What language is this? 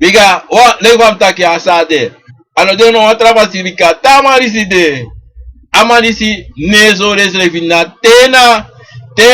Sranan Tongo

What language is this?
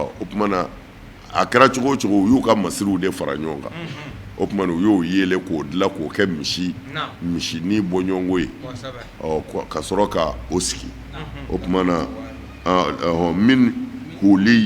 Bambara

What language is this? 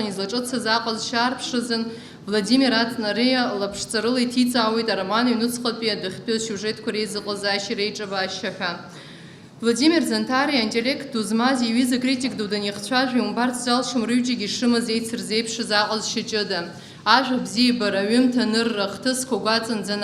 Abkhazian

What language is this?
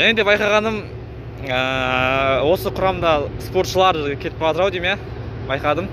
Kazakh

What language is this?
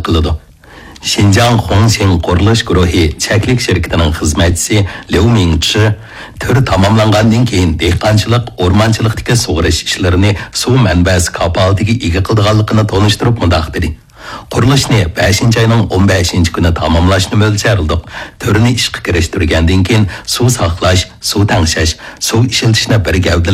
Uyghur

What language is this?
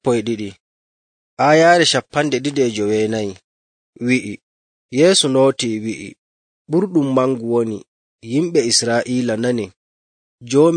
Nigerian Fulfulde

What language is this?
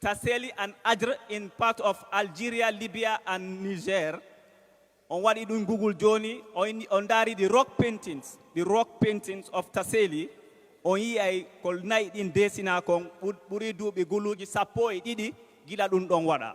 Fula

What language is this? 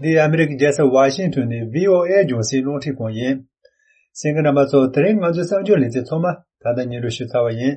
Tibetan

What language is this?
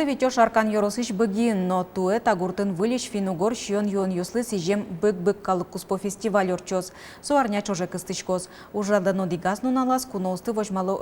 Udmurt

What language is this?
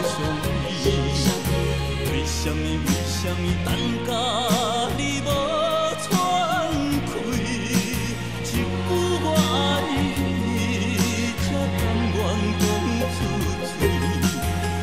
Min Nan Chinese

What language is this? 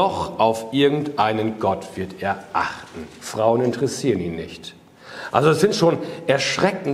German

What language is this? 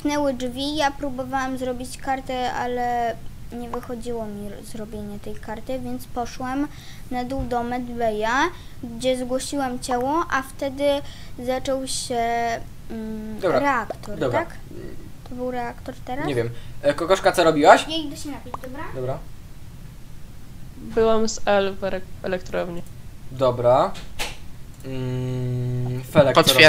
Polish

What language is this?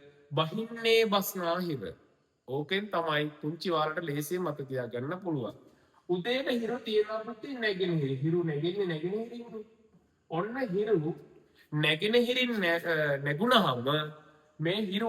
Sinhala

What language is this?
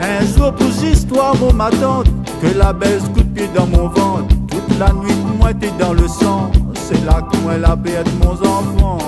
Réunion Creole French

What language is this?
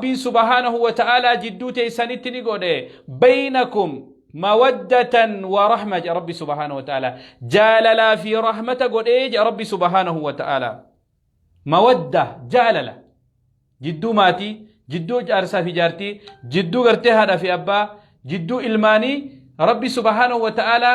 Oromo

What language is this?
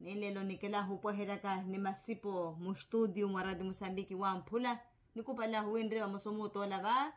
Makhuwa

